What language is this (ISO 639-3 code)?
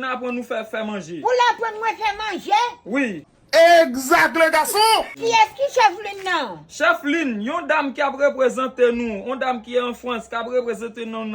hat